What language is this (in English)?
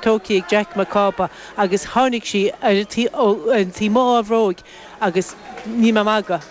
Irish